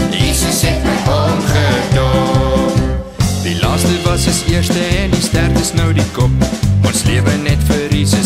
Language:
Afrikaans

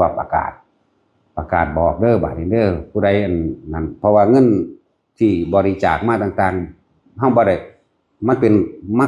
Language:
Lao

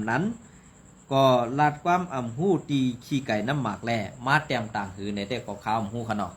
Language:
Shan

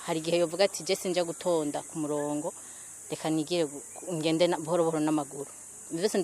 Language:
Rundi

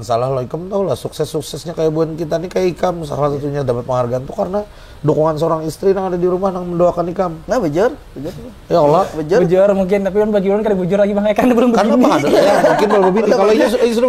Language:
Banjar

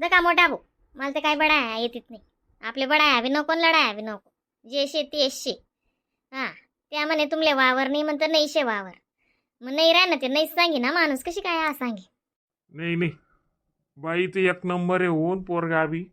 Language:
Khandesi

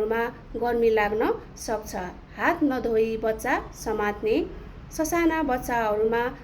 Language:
Nepali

